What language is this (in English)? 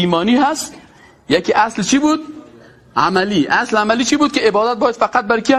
Persian